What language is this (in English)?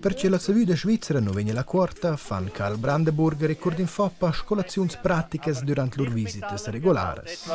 Romansh